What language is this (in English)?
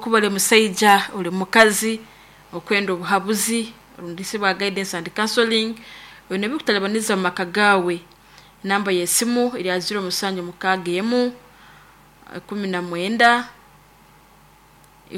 Nyoro